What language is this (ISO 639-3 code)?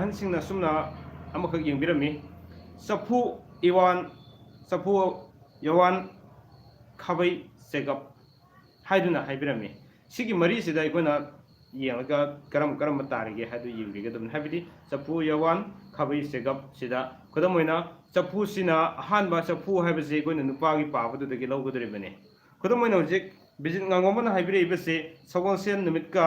mni